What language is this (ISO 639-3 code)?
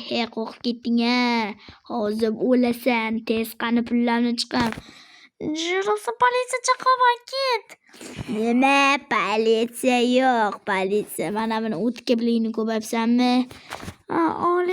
uzb